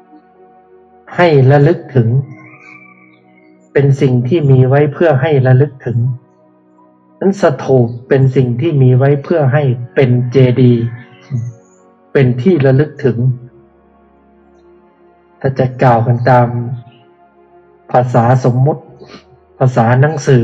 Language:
Thai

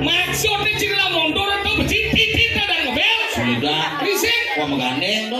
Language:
Balinese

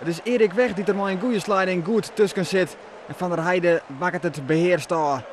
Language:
Western Frisian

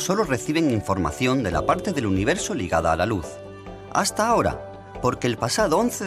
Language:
Spanish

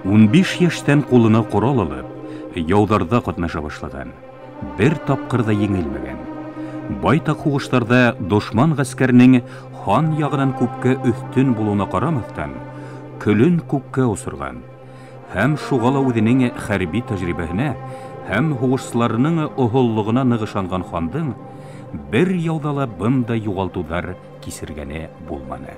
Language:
Bashkir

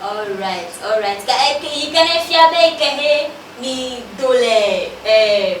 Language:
Ewe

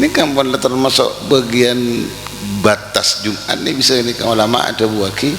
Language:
Madurese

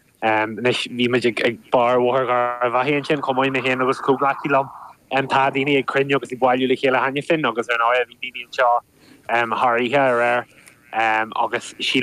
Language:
Irish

